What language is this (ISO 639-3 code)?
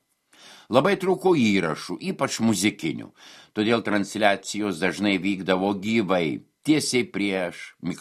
lit